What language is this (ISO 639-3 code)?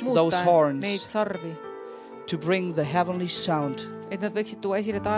est